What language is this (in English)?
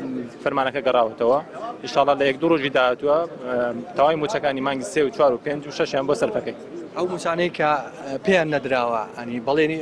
Central Kurdish